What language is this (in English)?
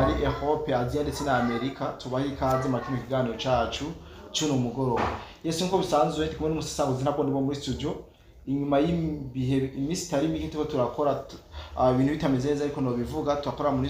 Rundi